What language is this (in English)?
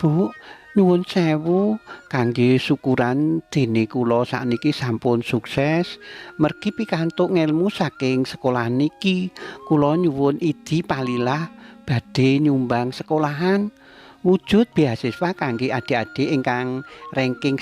Javanese